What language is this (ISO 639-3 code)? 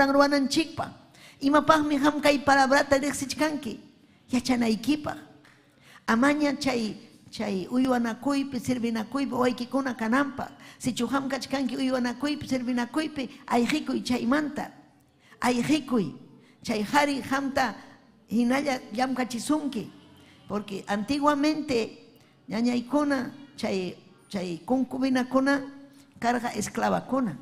quy